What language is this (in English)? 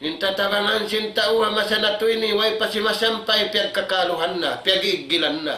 Tausug